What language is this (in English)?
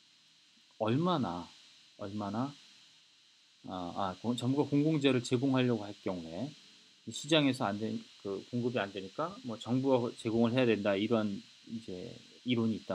Korean